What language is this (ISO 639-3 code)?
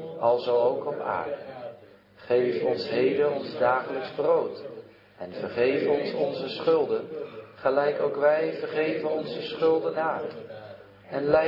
nld